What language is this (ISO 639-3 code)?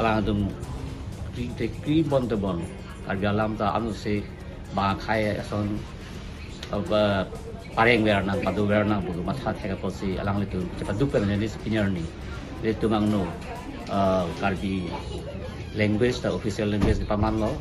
mjw